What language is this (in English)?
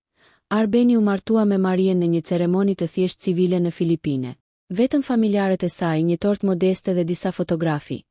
Albanian